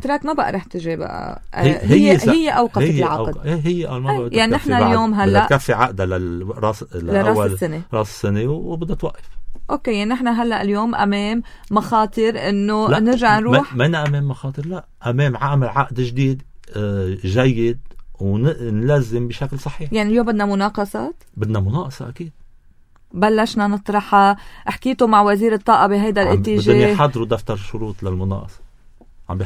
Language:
North Levantine Arabic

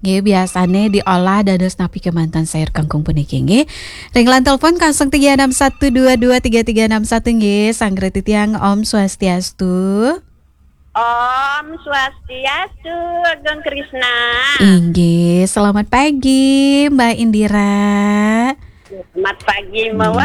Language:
Balinese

